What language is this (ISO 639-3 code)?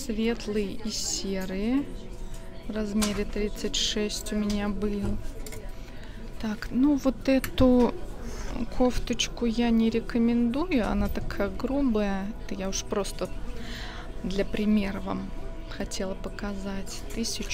rus